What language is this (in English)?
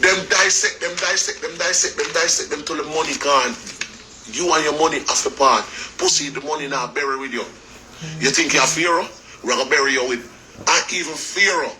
Jamaican Creole English